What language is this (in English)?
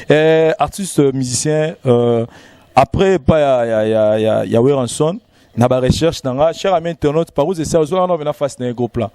Lingala